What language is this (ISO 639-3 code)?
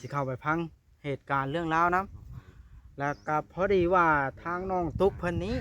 lao